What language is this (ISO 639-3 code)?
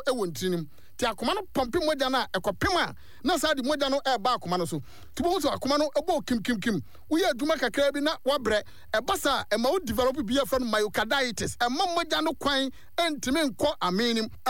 aka